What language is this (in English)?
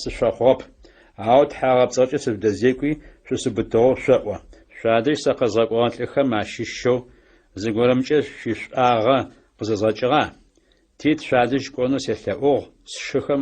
Adyghe